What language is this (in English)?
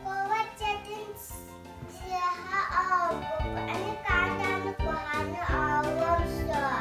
Yakut